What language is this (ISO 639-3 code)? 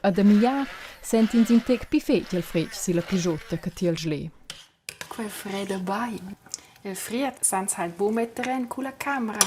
roh